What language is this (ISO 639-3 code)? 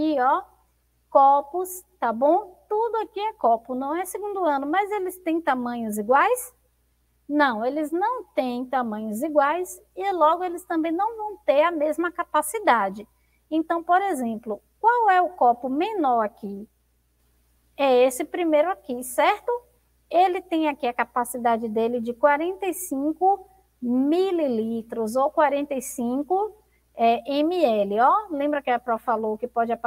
por